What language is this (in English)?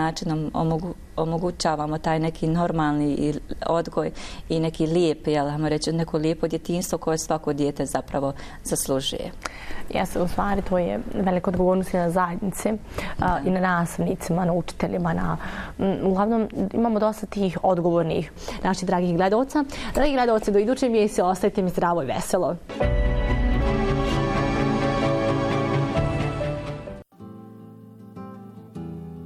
Bosnian